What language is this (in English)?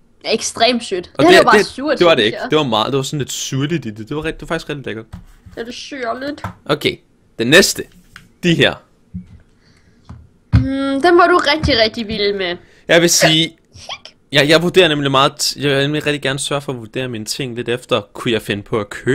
Danish